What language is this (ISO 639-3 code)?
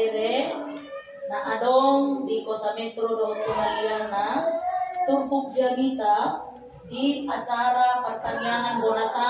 bbc